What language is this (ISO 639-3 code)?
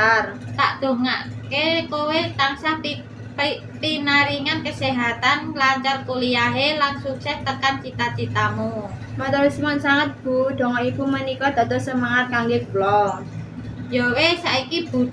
jav